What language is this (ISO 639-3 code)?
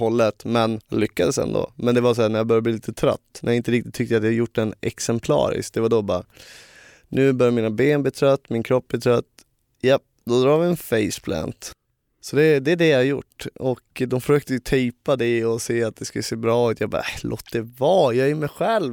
swe